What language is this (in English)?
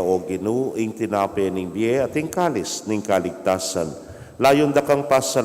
Pampanga